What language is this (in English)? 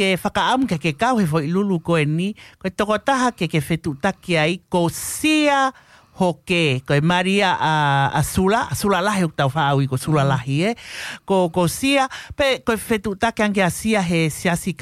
Tongan